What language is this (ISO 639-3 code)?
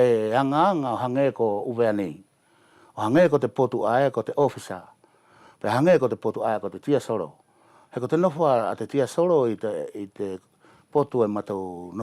wls